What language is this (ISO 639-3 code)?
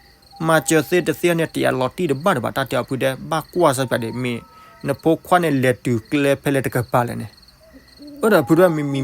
ksw